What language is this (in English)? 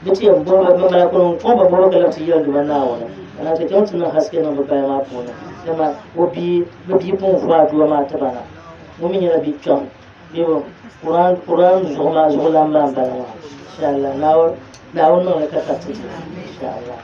Dagbani